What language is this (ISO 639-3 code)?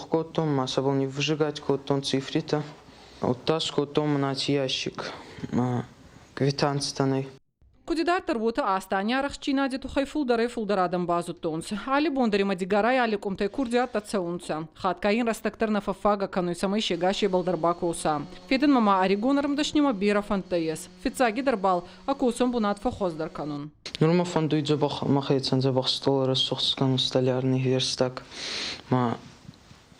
oss